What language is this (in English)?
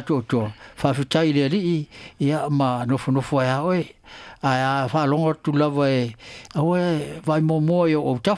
Samoan